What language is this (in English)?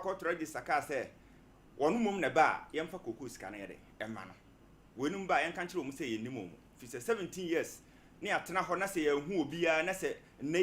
Akan